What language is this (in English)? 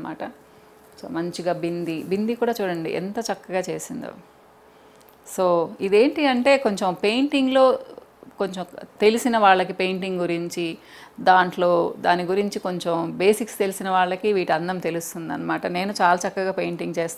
Telugu